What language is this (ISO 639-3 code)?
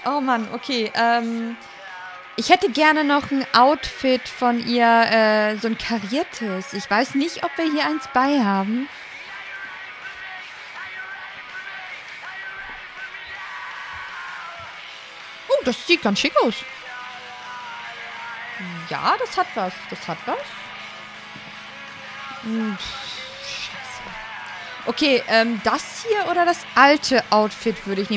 deu